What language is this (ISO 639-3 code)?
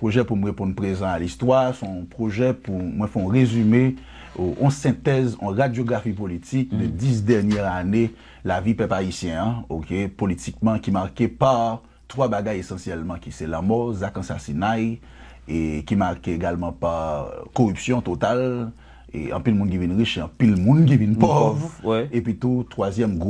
hat